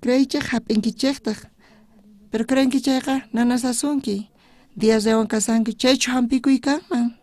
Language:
South Bolivian Quechua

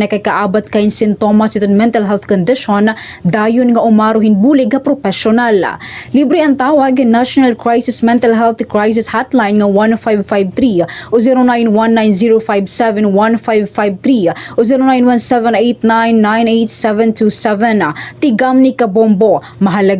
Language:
Waray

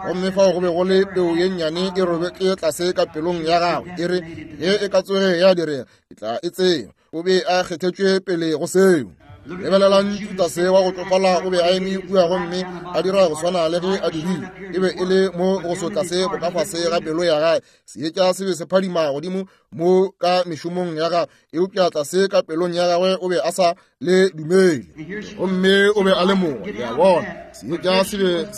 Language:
Northern Sotho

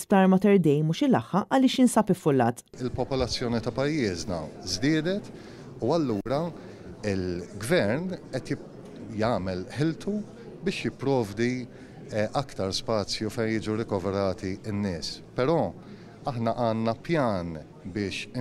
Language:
Maltese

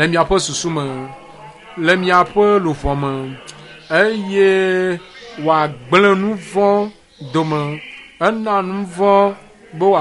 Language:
Ewe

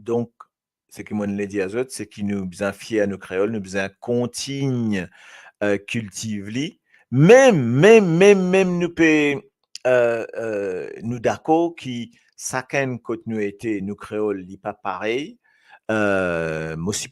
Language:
Morisyen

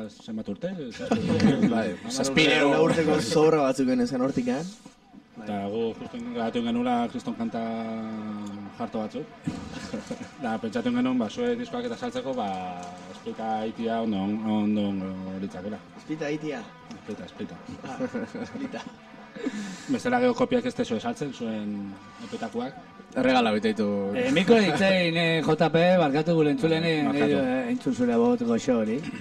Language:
Basque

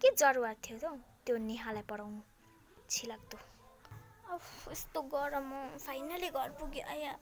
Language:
Nepali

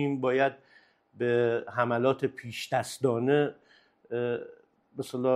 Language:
Persian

